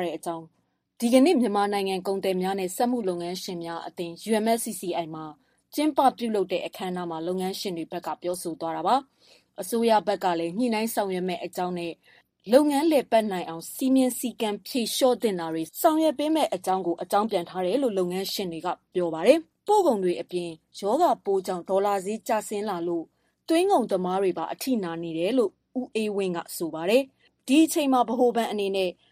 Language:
Burmese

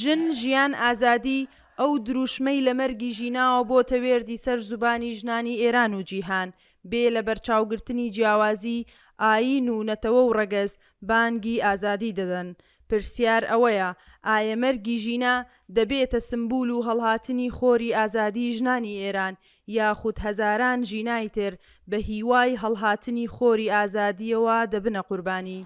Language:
Central Kurdish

